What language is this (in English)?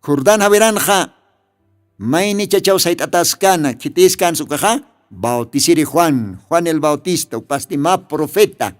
Aymara